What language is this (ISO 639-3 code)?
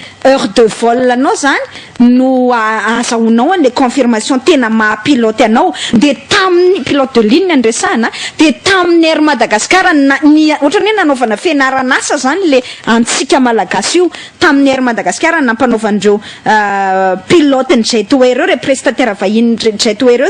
mlg